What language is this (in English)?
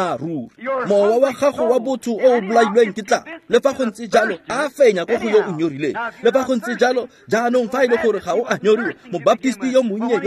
Tswana